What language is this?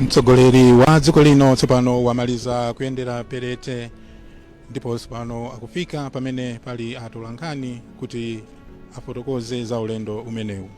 Nyanja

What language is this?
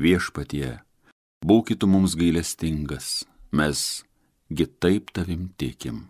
Lithuanian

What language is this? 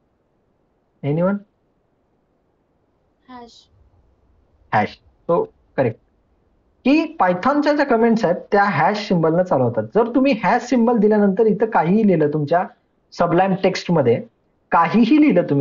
Marathi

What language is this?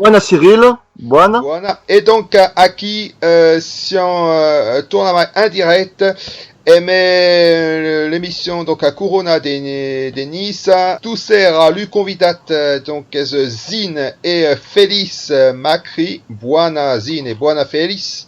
Occitan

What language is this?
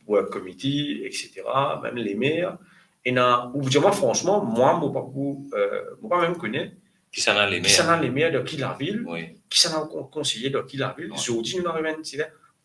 Morisyen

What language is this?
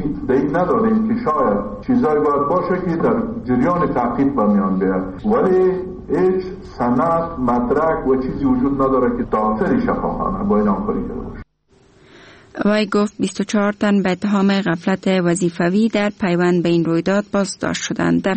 Persian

